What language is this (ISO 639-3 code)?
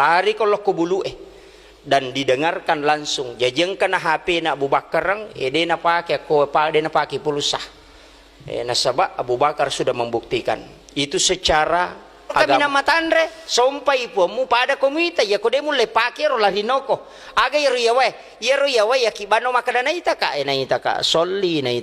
bug